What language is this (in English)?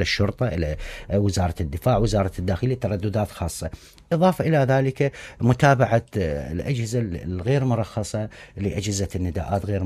Mesopotamian Arabic